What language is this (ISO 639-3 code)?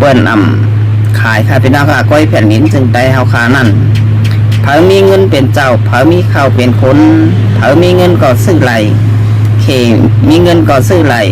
shn